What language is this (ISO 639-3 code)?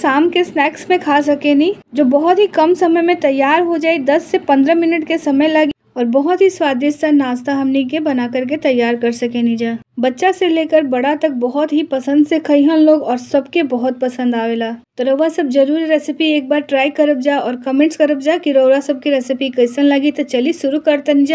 bho